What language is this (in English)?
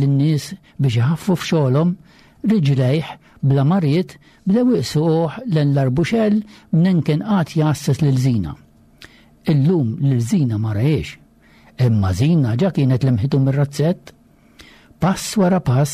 Maltese